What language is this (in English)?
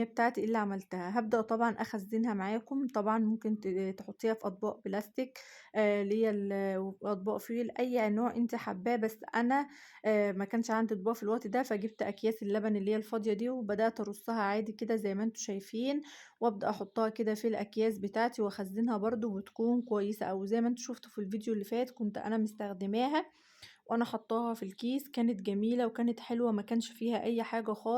Egyptian Arabic